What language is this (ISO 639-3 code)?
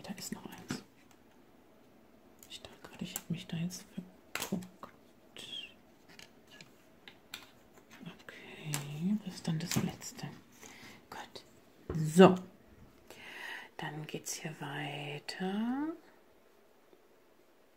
deu